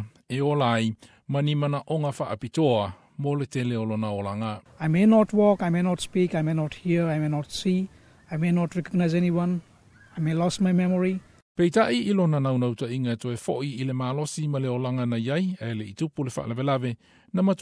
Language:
Samoan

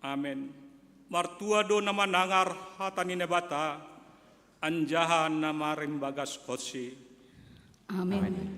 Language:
Batak Simalungun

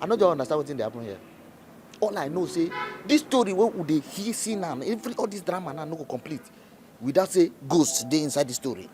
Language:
Nigerian Pidgin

